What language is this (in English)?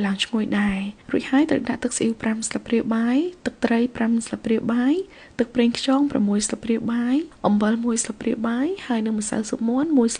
Khmer